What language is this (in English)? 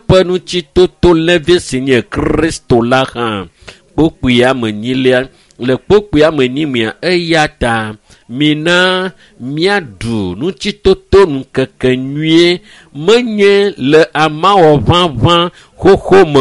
Ewe